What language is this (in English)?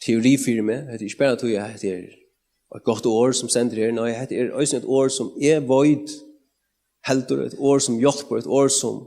Faroese